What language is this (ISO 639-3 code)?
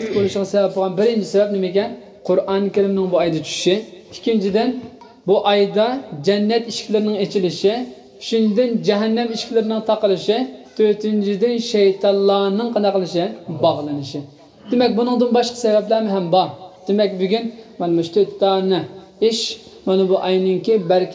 uig